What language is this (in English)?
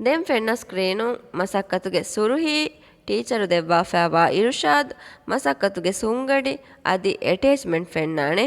Divehi